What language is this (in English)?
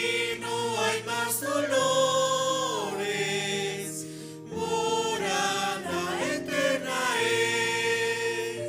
Aymara